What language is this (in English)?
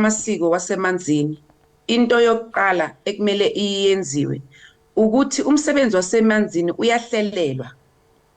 Zulu